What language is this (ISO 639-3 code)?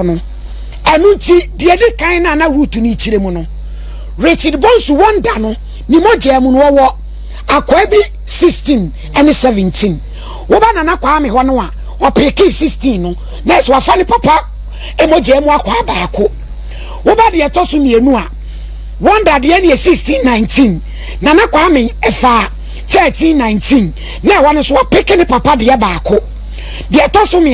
aka